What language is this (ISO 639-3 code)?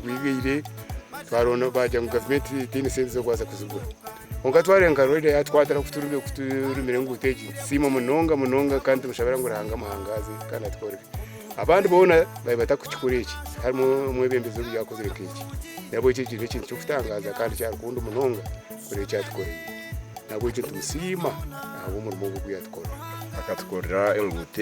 nyn